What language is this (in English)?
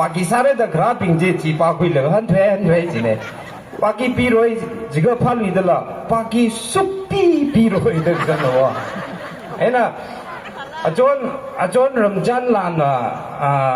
Tangkhul Naga (India)